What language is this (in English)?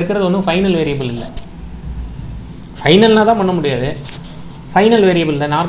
Tamil